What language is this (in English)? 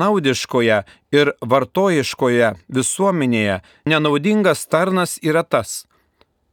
Lithuanian